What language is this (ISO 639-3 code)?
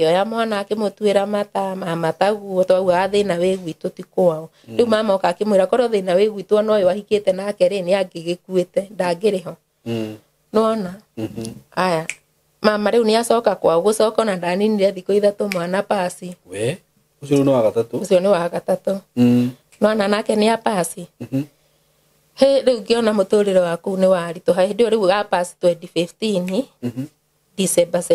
kik